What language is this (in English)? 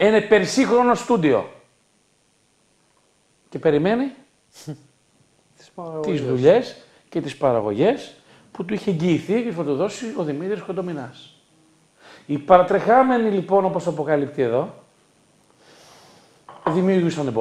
Greek